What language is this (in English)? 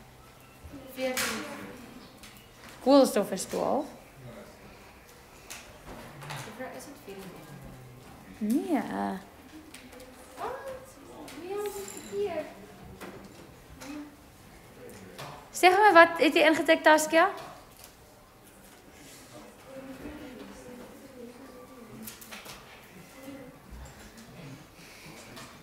Afrikaans